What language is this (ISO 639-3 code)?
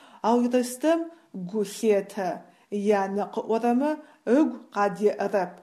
ady